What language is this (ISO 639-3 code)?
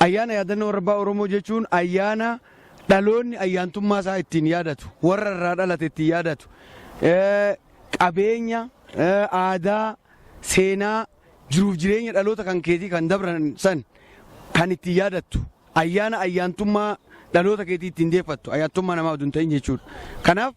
orm